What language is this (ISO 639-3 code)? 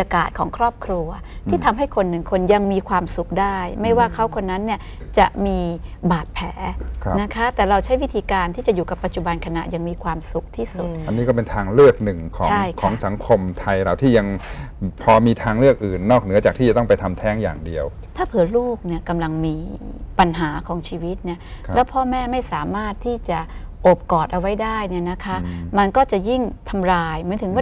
tha